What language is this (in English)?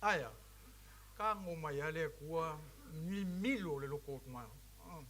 Samoan